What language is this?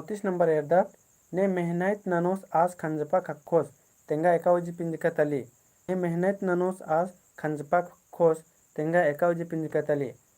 Kurukh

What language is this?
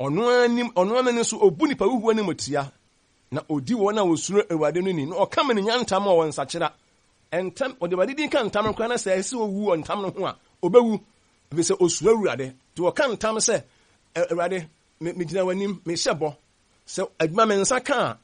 Akan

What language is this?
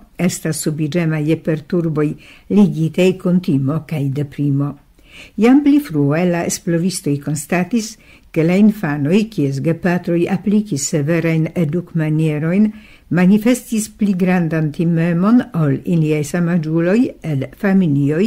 Esperanto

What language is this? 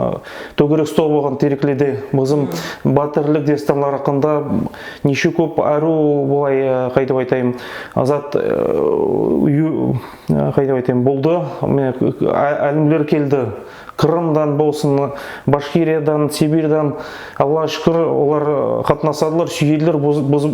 Nogai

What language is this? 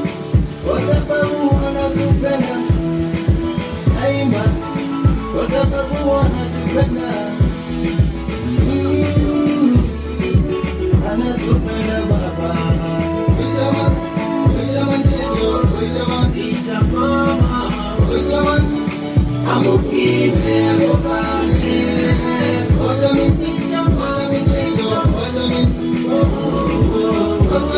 Swahili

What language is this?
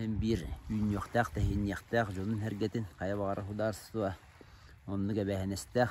Yakut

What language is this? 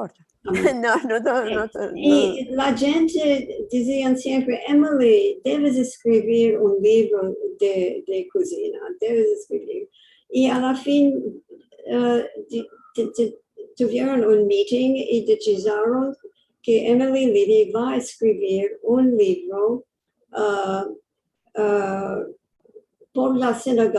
Ladino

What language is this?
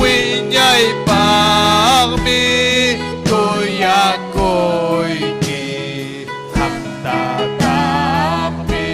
Ayacucho Quechua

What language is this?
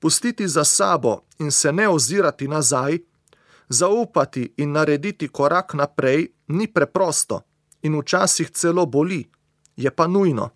Slovenian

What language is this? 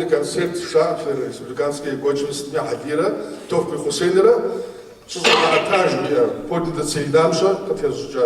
Kabardian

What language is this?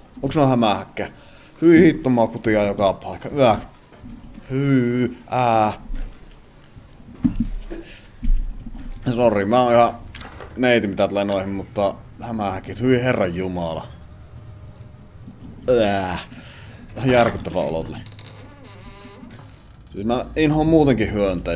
Finnish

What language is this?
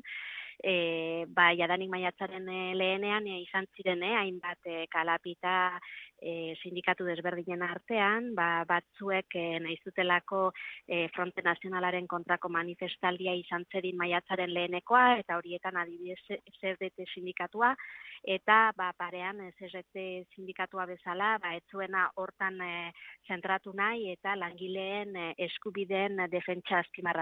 Basque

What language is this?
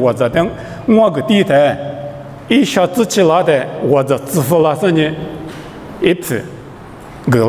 Lisu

